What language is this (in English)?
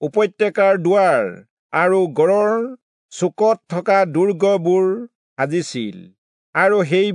Assamese